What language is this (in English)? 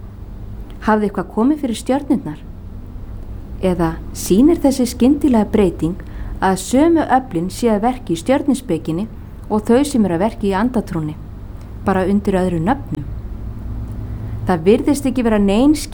Icelandic